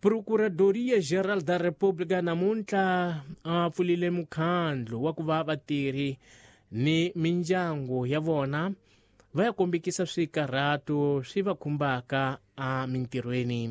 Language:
Tsonga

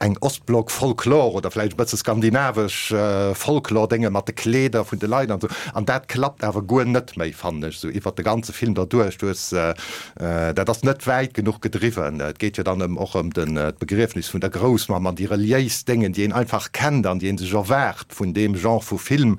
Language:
Luxembourgish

